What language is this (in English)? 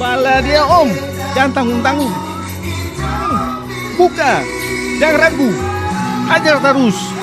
Ambonese Malay